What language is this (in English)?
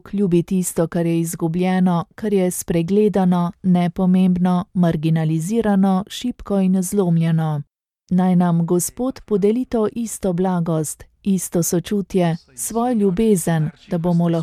Slovenian